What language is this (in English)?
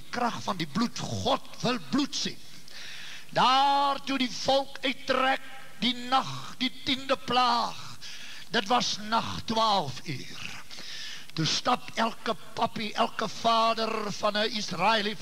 Afrikaans